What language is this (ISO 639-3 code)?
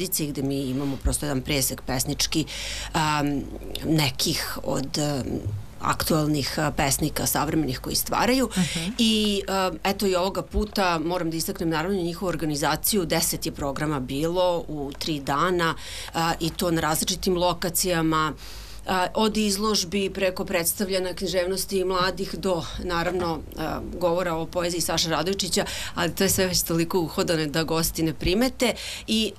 srp